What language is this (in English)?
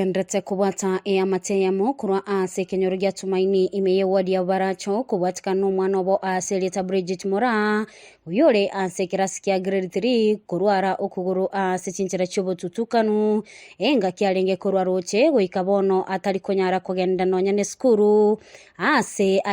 Gusii